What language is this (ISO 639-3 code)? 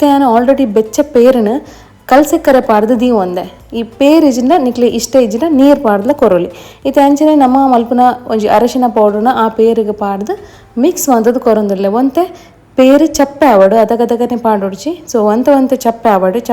tcy